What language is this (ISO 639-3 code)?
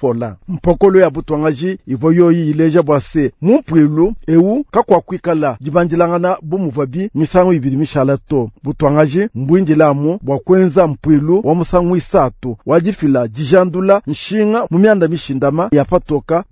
lua